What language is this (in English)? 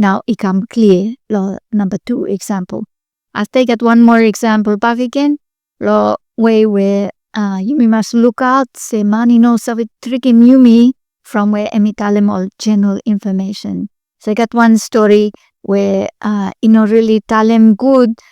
Bislama